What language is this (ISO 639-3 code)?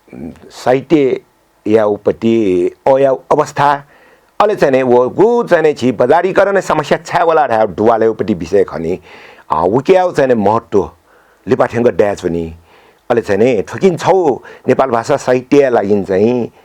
new